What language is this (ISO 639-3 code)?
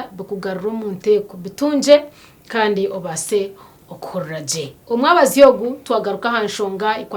nyn